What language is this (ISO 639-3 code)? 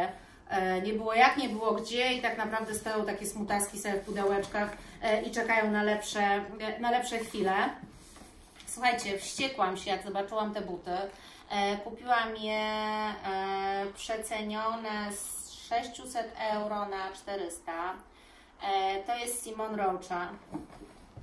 pol